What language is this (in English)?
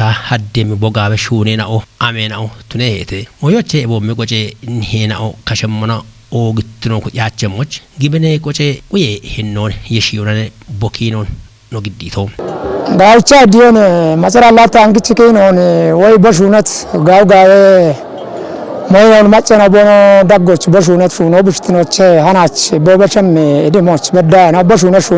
Kafa